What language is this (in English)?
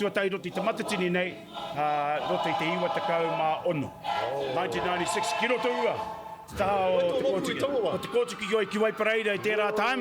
Māori